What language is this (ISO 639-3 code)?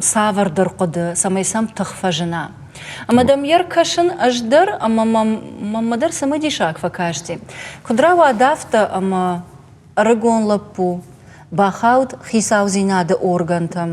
oss